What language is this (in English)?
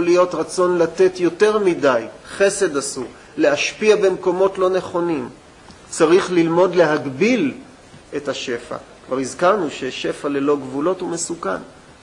Hebrew